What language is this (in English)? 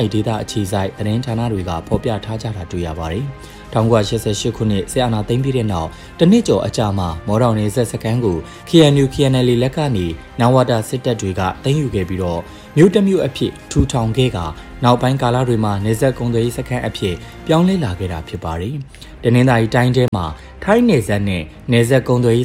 Burmese